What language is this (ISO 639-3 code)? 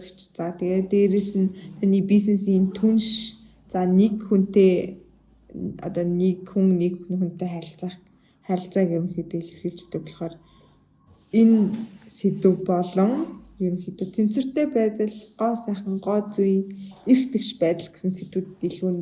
mon